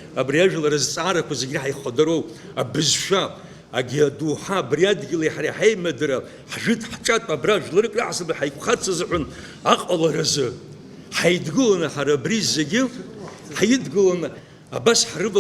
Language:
Abkhazian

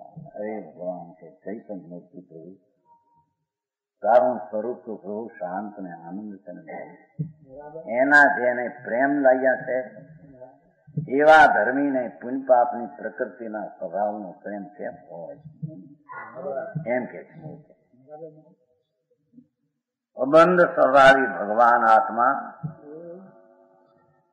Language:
Gujarati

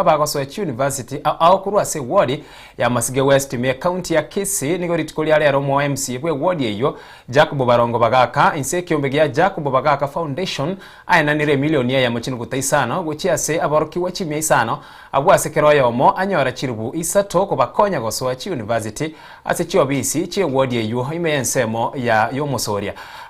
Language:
Gusii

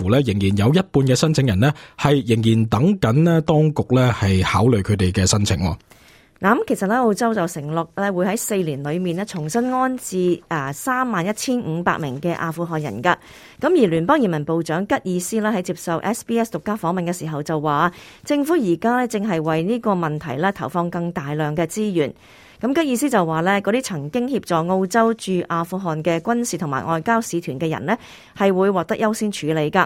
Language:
Cantonese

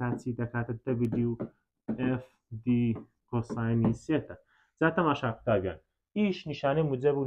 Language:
Central Kurdish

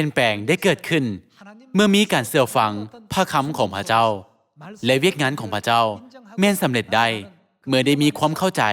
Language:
Lao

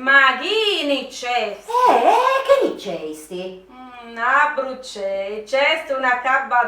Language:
Sardinian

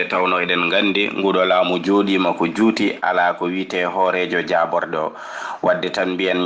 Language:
Fula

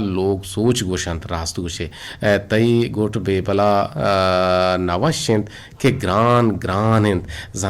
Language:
Eastern Balochi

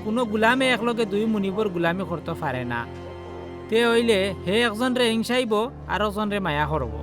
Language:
Sylheti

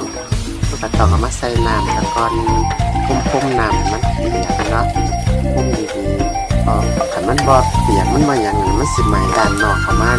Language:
Lao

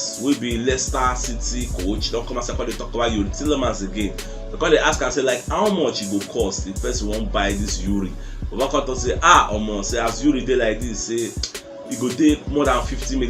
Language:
Nigerian Pidgin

